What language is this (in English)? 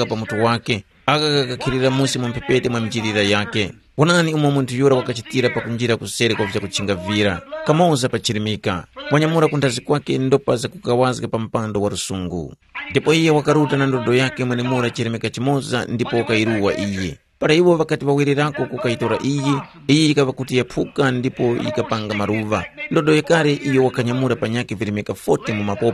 Tumbuka